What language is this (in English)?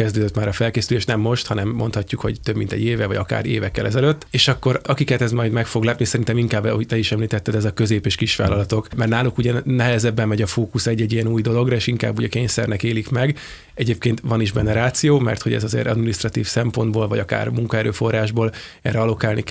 Hungarian